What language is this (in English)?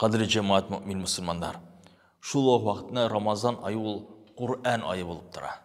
Tatar